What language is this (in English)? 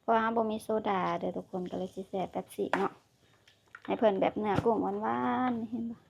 Lao